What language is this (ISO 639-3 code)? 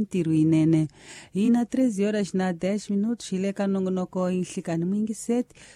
tso